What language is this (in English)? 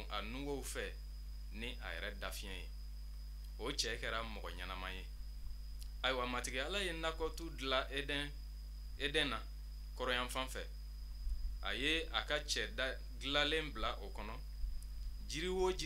Bambara